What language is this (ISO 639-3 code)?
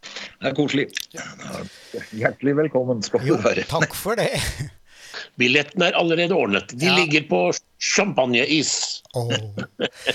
nor